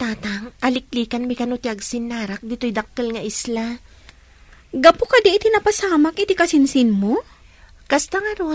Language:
Iloko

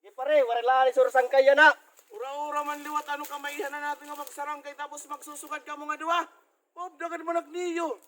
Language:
Waray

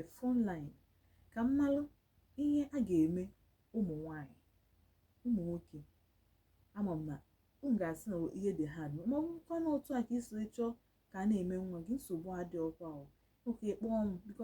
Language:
Igbo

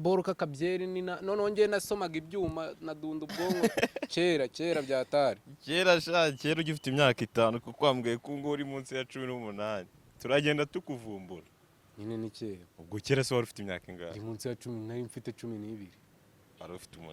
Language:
Kinyarwanda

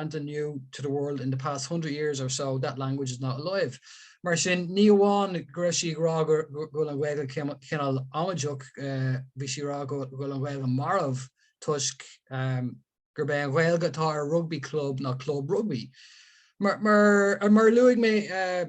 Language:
Irish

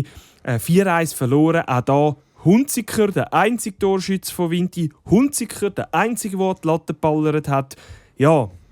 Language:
Swiss German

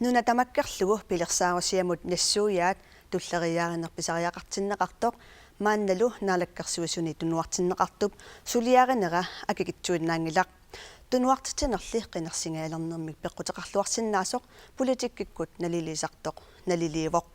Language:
Kalaallisut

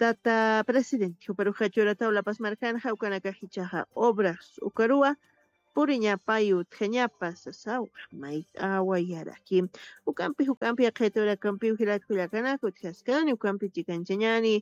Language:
Aymara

